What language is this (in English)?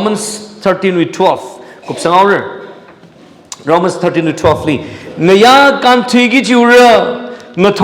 Tangkhul Naga (India)